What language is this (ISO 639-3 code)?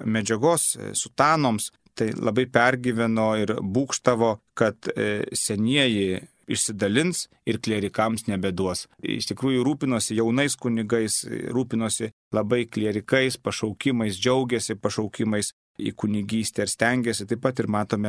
lit